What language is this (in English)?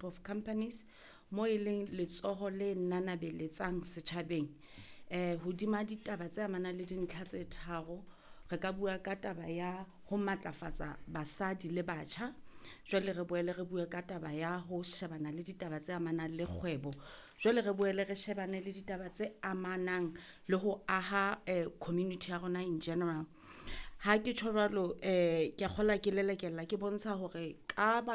Southern Sotho